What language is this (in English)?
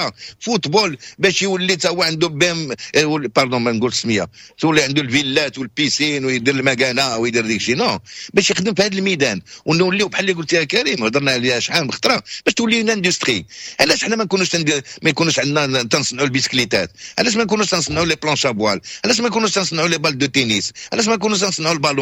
Moroccan Arabic